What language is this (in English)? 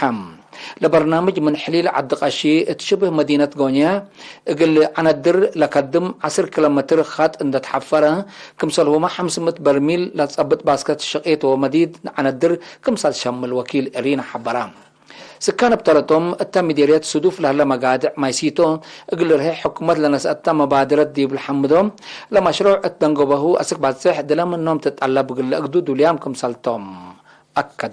Tigre